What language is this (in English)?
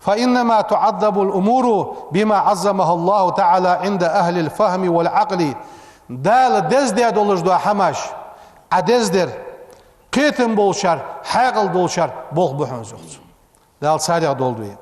Ingush